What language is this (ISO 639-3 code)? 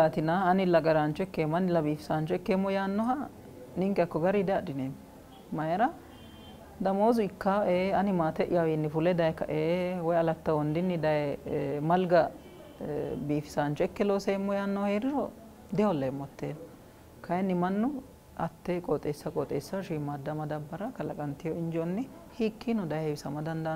sid